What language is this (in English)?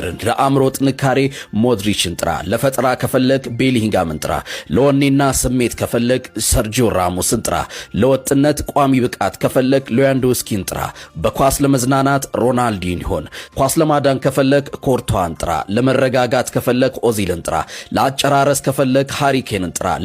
Amharic